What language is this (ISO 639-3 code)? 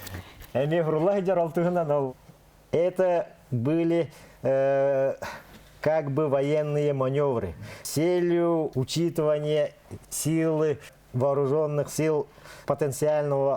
sah